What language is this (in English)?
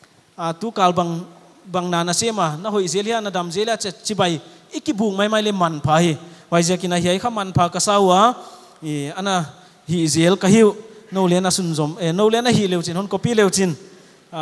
Paite Chin